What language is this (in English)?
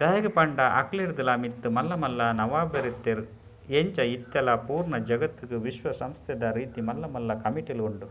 Tulu